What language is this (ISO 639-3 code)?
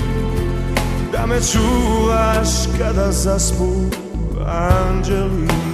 srp